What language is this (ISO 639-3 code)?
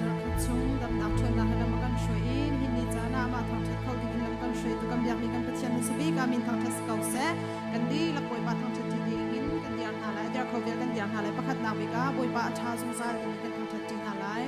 cnh